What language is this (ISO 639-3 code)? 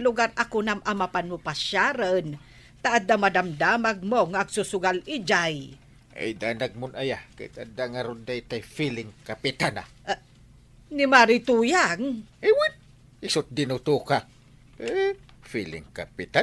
ilo